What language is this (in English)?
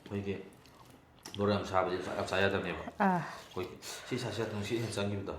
Manipuri